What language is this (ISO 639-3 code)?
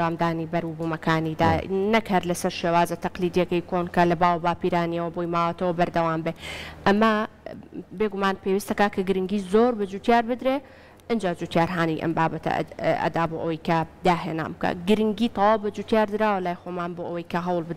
ckb